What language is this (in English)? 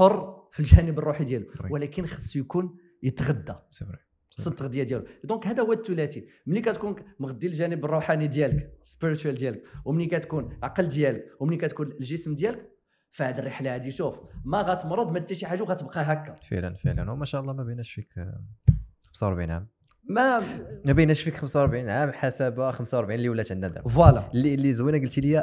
Moroccan Arabic